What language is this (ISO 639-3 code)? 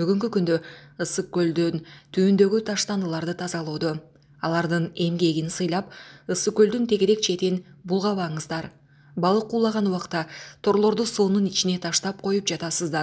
kir